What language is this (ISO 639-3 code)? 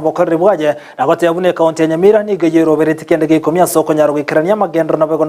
guz